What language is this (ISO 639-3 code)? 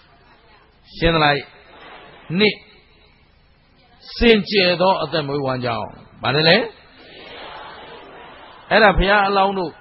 mya